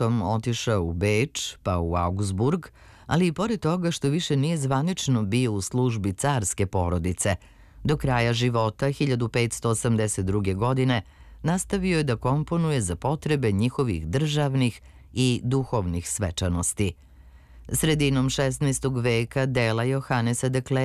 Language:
Serbian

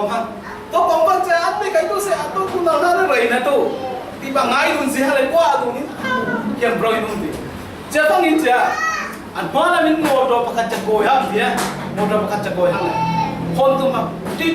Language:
Falam Chin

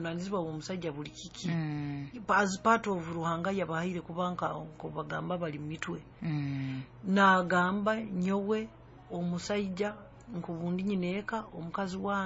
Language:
Nyoro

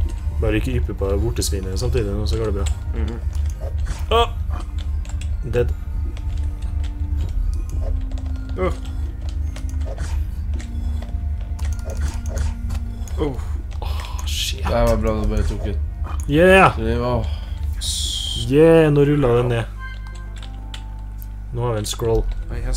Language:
Norwegian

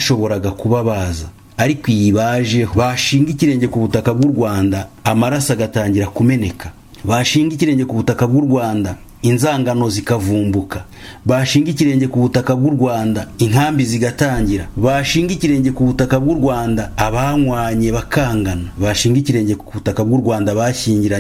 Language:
Kinyarwanda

